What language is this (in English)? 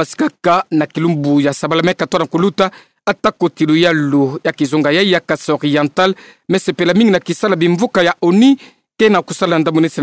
Kituba (Democratic Republic of Congo)